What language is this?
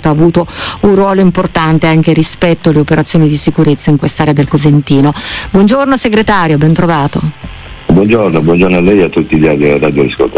Italian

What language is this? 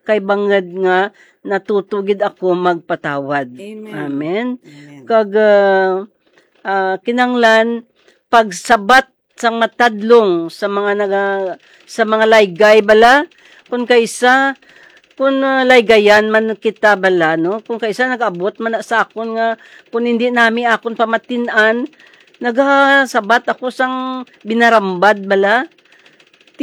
Hiligaynon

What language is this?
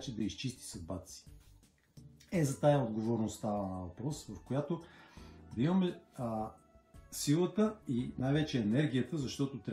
Bulgarian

